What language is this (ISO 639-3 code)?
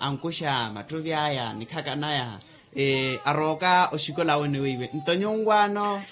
vmw